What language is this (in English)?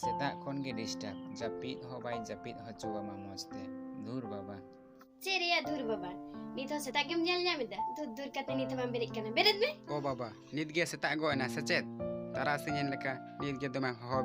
Santali